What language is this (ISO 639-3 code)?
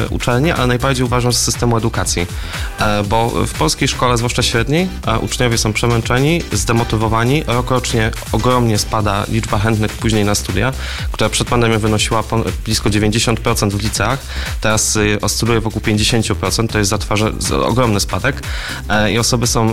pol